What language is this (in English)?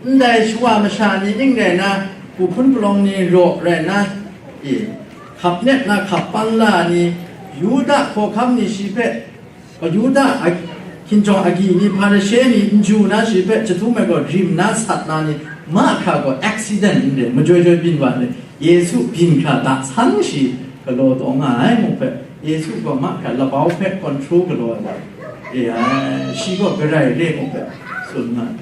Kachin